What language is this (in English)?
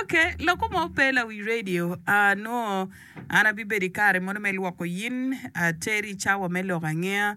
Acoli